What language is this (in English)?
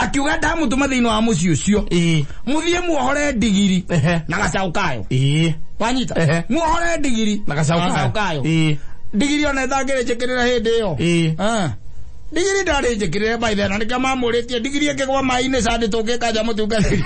Kikuyu